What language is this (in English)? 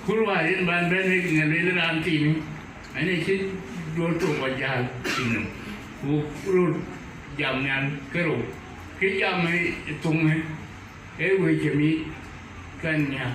Dinka